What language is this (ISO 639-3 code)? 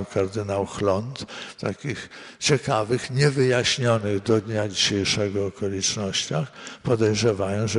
pol